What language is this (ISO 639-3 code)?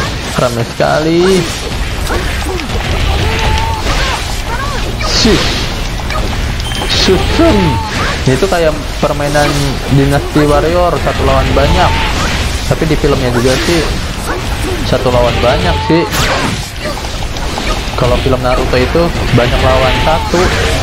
ind